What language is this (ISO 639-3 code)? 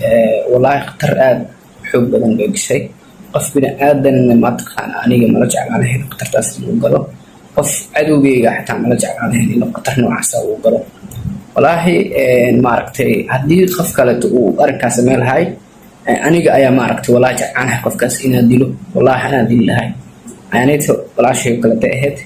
som